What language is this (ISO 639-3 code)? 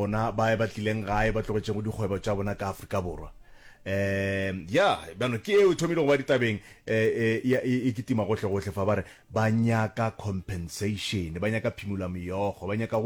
nso